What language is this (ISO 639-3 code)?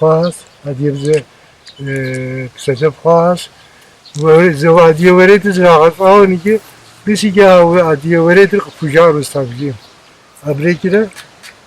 kbd